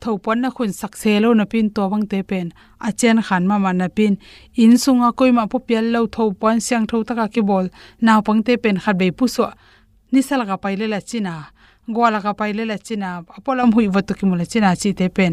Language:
Tedim Chin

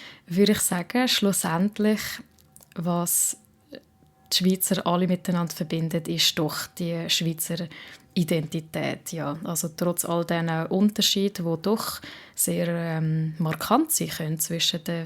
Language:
Swiss German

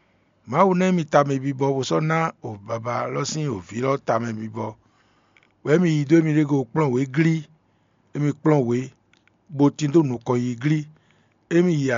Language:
Fon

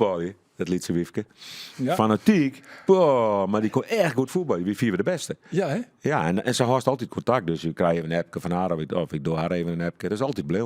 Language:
Western Frisian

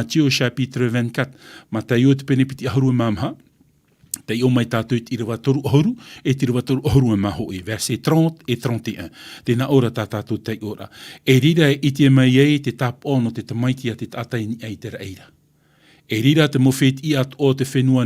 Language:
Tahitian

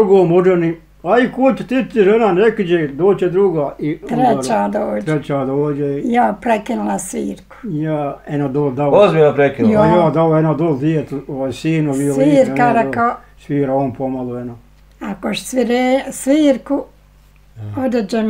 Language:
Bosnian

